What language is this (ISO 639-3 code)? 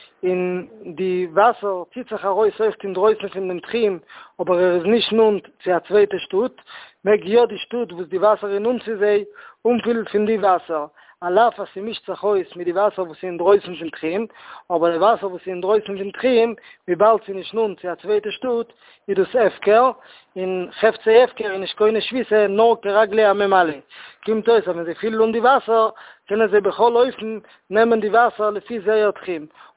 yid